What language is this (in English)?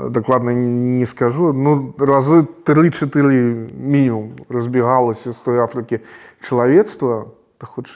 Belarusian